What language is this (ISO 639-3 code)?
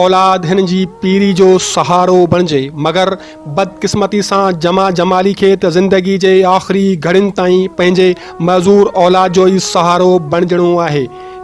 snd